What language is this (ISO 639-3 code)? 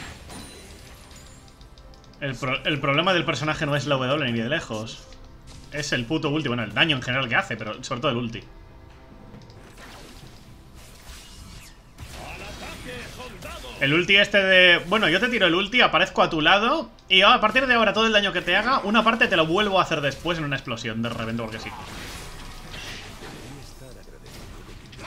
spa